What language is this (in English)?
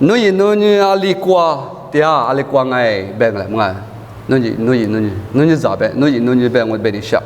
Lisu